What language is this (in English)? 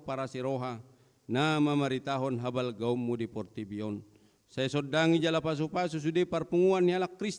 Batak Toba